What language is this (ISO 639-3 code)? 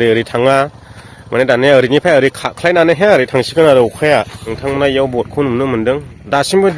brx